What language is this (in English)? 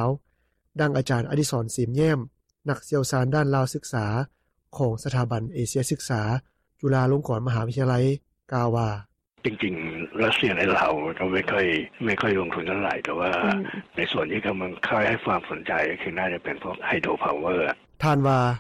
Lao